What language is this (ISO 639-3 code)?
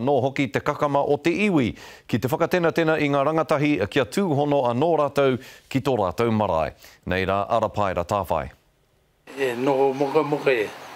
mri